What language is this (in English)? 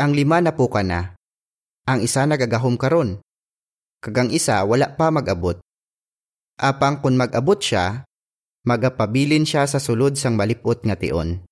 Hiligaynon